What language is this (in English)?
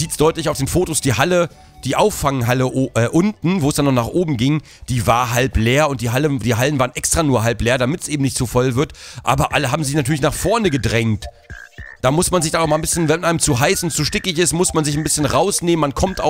German